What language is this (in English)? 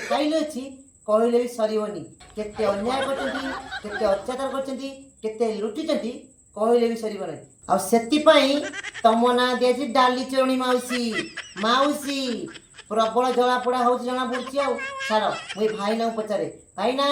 Odia